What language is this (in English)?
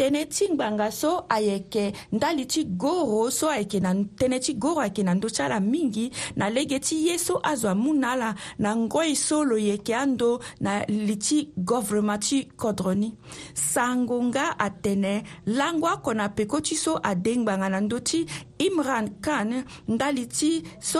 Sango